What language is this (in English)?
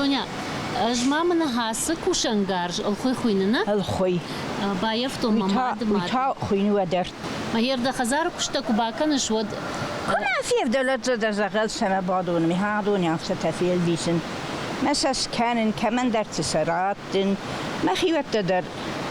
Ossetic